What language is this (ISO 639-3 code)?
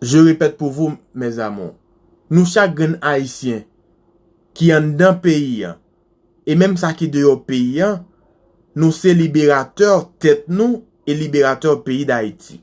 hat